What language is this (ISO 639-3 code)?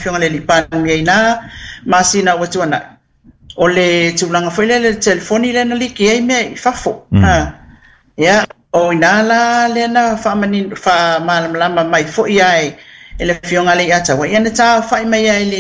smo